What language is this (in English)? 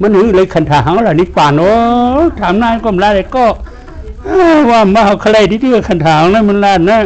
Shan